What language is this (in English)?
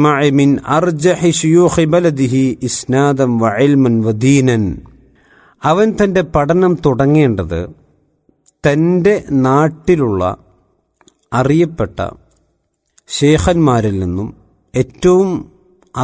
Malayalam